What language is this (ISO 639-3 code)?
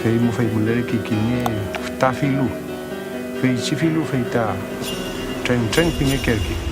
arn